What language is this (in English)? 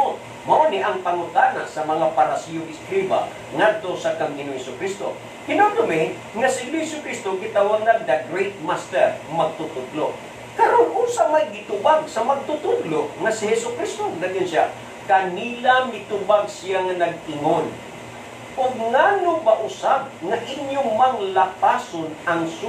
Cebuano